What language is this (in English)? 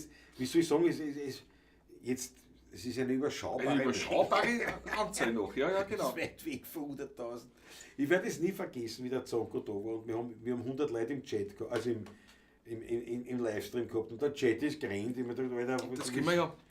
Bavarian